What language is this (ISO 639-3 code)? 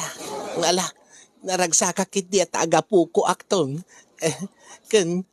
ilo